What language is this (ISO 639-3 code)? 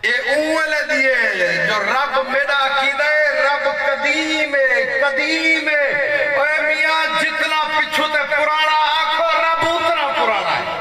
skr